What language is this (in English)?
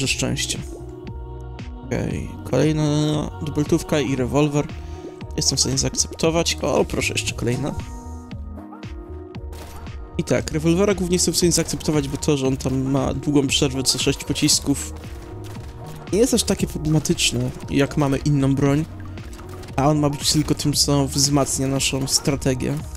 Polish